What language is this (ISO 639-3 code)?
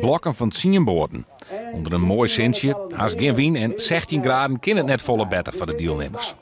fry